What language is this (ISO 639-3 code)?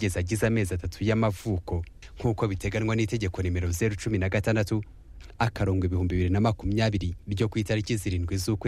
kin